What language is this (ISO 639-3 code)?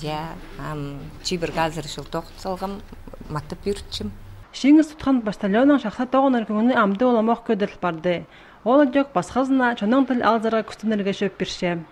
kjh